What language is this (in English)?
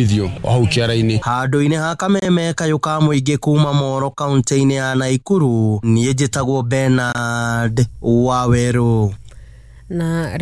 Kikuyu